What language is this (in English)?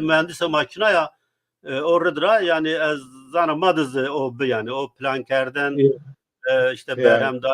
Zaza